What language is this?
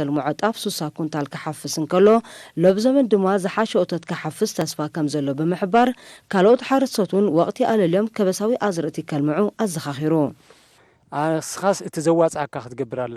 Tigrinya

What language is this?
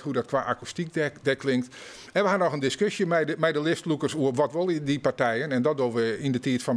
Western Frisian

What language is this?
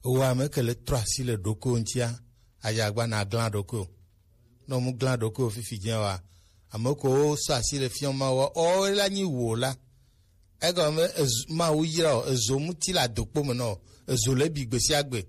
Gen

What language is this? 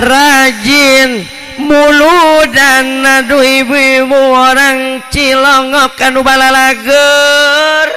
Sundanese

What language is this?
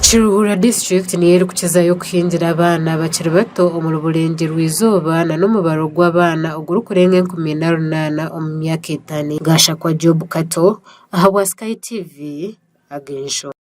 Nyankole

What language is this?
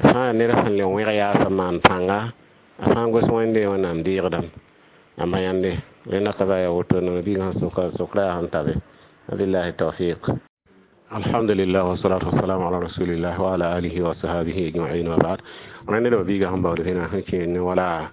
Mossi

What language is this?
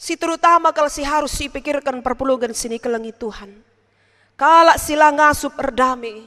Batak Karo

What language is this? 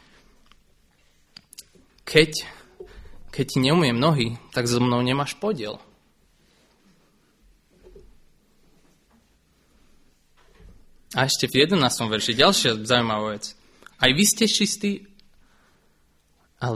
Slovak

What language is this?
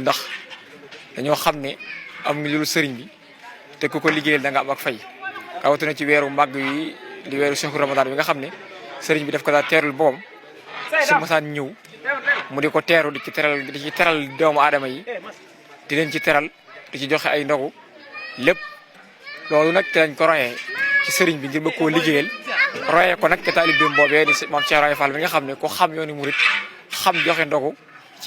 Wolof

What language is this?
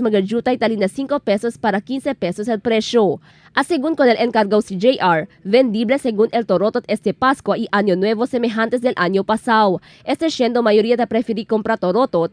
Chavacano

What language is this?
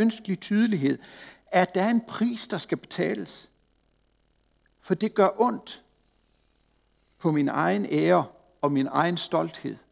Danish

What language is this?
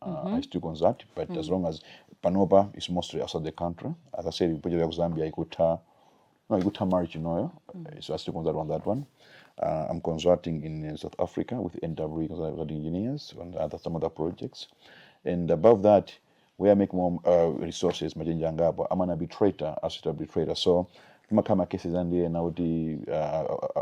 Nyanja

